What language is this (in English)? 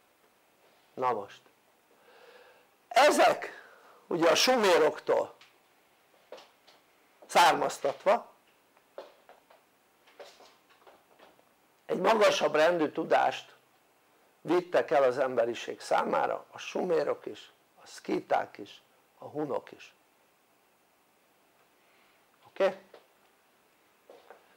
Hungarian